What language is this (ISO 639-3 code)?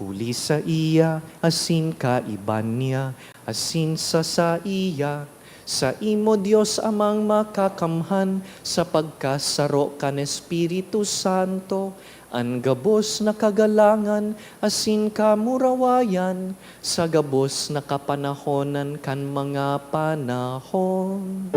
bik